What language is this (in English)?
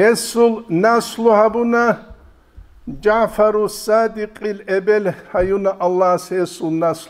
Avaric